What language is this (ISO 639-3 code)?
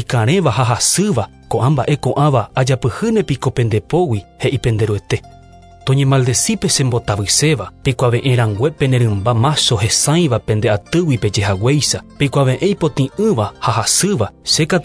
grn